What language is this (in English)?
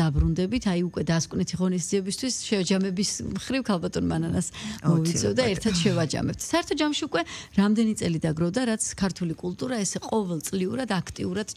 Georgian